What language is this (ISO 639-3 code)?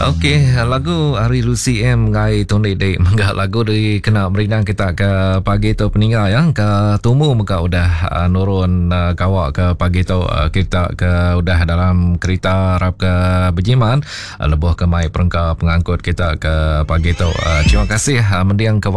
iba